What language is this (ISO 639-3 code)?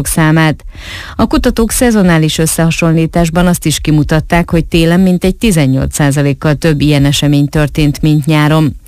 hun